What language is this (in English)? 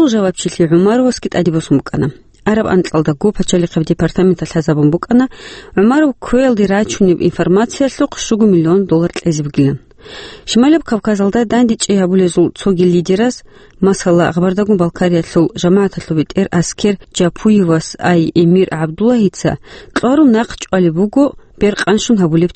Avaric